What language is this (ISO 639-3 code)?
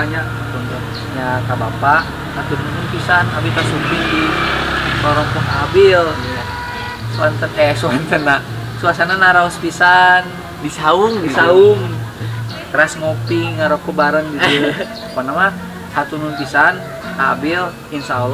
sun